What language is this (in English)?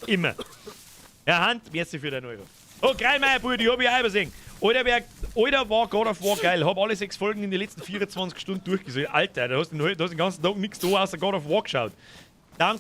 Bavarian